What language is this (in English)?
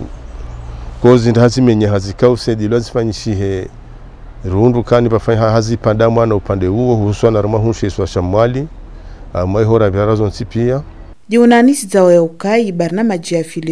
Swahili